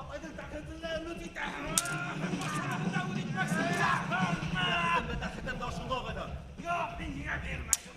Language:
Bashkir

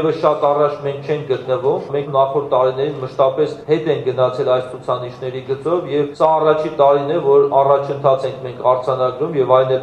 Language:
Armenian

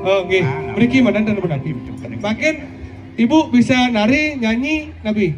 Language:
Balinese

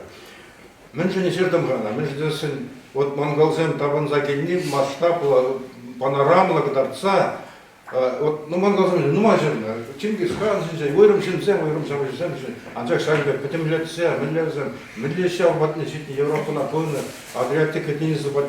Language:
Chuvash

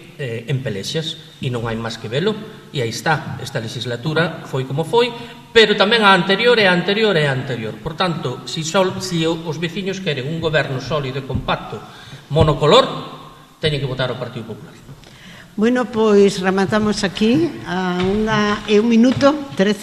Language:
Galician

